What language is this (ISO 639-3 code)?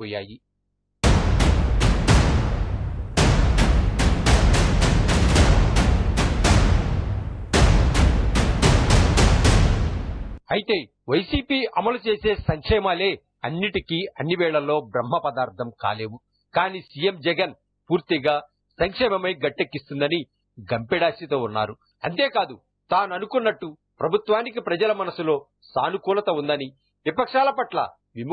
tel